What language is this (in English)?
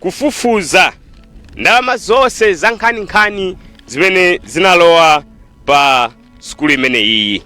Nyanja